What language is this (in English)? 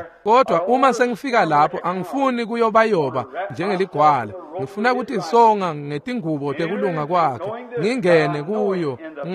Swati